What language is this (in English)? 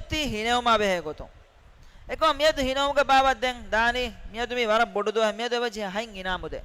Divehi